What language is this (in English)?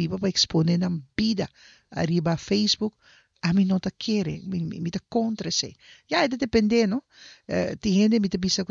Papiamento